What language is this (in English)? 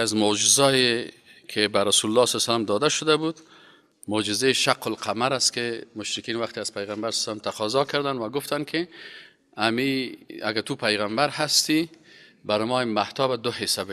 Persian